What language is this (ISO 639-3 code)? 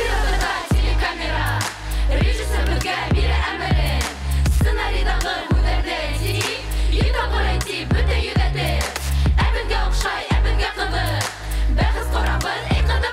bak